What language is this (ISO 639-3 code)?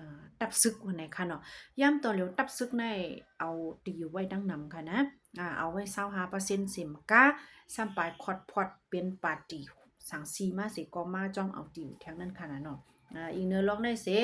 shn